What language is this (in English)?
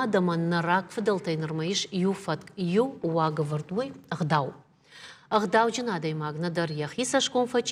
Ossetic